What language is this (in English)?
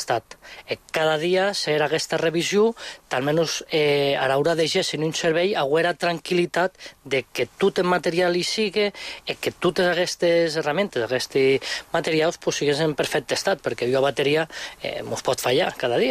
Catalan